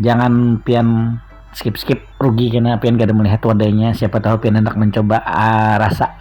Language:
Banjar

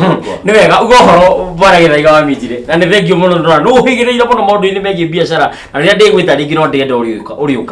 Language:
Kikuyu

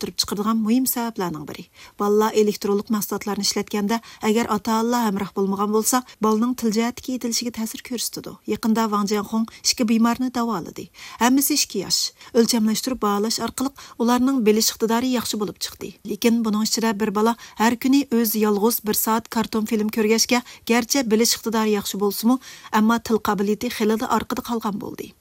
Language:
Uyghur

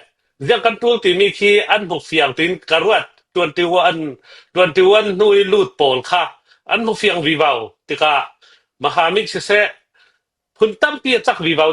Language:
Hakha Chin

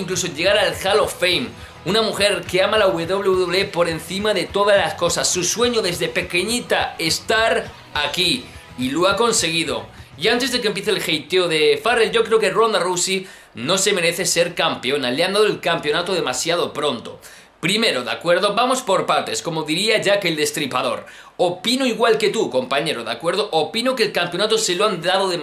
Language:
Spanish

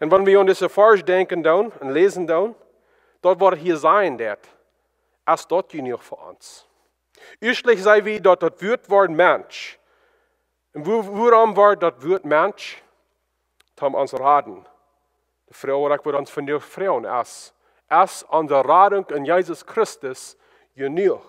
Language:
Plautdietsch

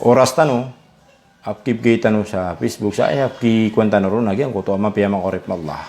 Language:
Maranao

